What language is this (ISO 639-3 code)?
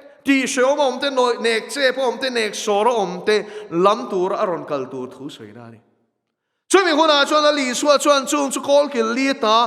lus